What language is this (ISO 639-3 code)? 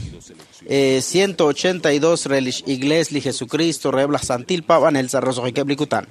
kek